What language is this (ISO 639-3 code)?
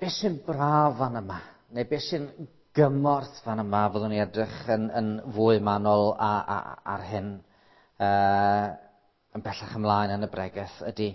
cym